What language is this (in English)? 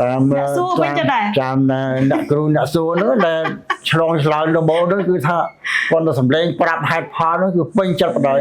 Khmer